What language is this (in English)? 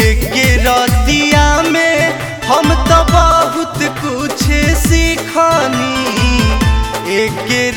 Bhojpuri